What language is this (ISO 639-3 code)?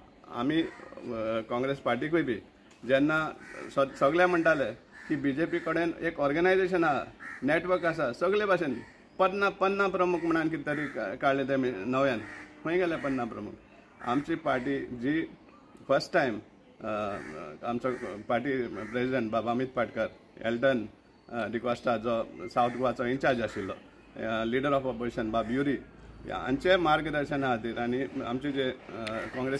kok